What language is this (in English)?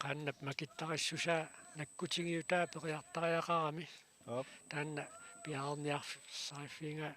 Kalaallisut